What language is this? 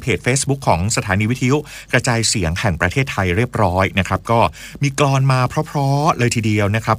Thai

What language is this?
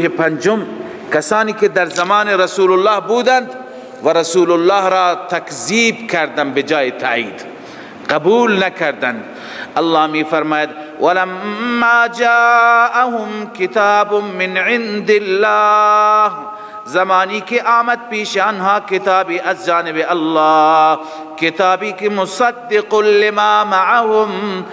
Persian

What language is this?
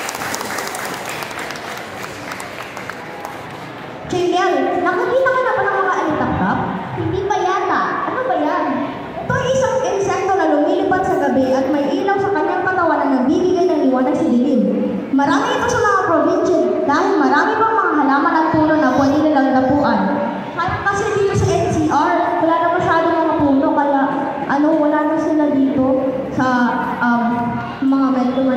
Filipino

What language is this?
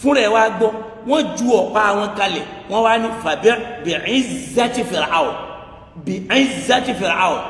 Yoruba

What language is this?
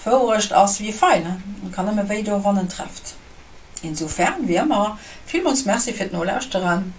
Luxembourgish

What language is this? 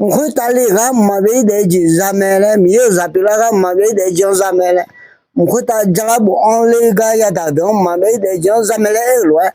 Akha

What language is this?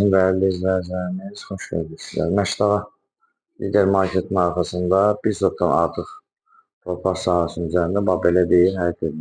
Azerbaijani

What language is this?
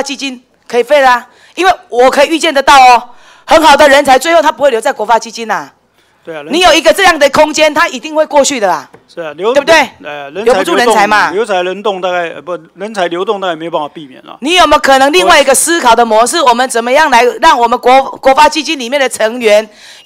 Chinese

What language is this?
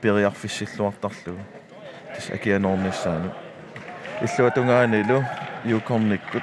Kalaallisut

